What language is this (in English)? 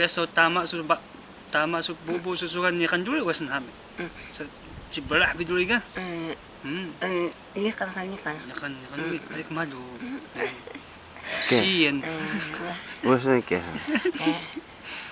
Taroko